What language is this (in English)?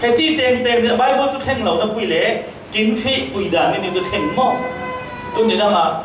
Falam Chin